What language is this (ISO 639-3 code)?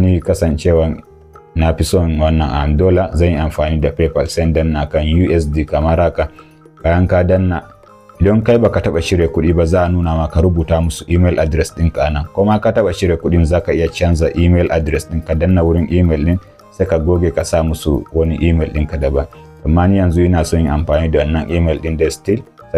hau